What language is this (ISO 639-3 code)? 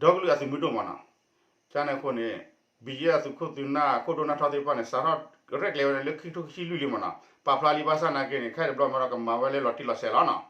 ksw